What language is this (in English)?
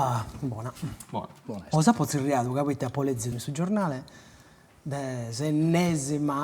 Sardinian